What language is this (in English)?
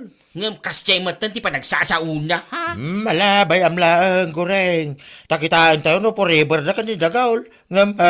Iloko